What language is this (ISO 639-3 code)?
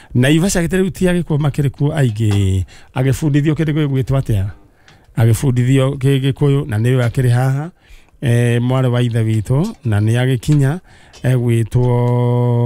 kik